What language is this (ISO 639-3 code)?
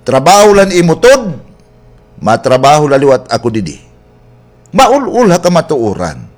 war